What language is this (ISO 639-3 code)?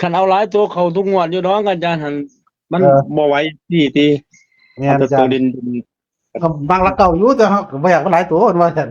tts